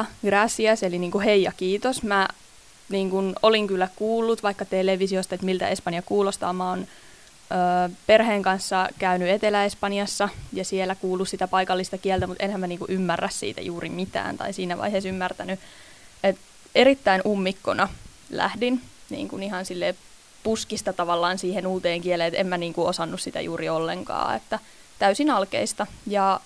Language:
Finnish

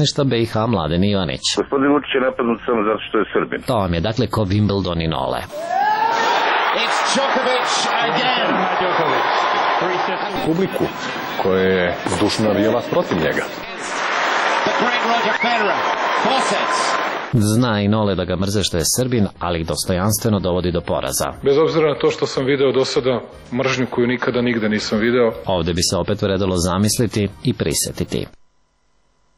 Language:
Serbian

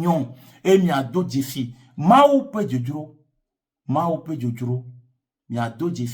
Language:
Ewe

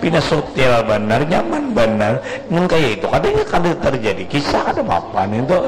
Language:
Banjar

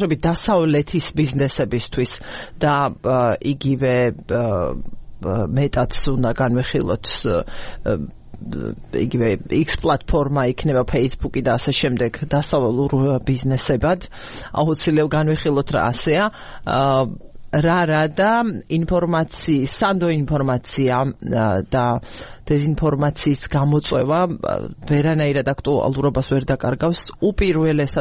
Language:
Georgian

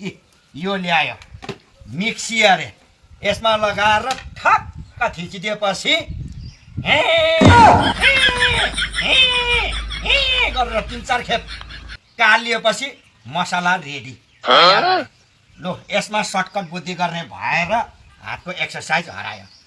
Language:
Nepali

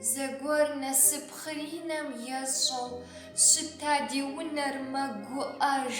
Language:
Kabardian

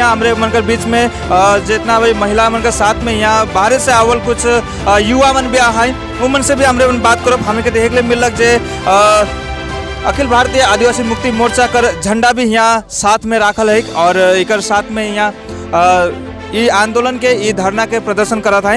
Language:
Sadri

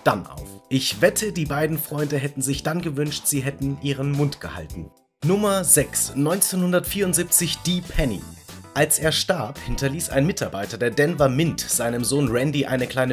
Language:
German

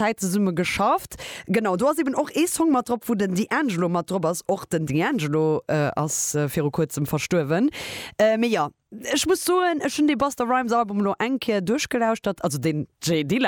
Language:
Luxembourgish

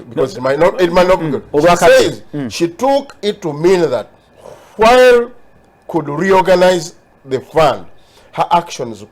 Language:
Ganda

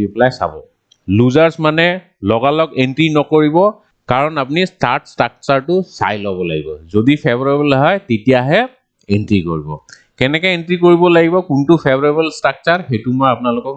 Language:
Assamese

